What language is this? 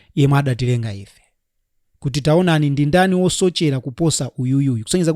Nyanja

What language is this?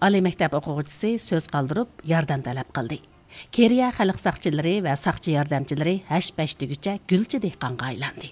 Uyghur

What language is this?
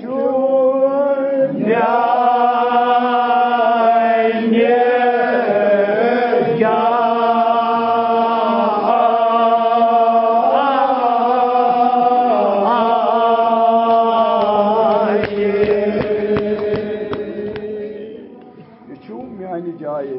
Kashmiri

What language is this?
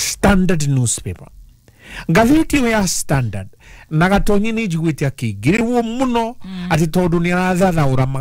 Kikuyu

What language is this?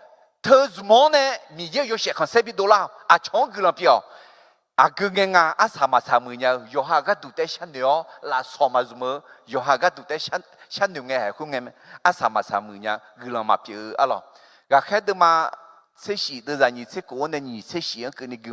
Akha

